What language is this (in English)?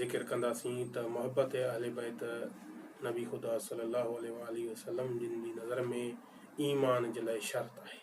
Sindhi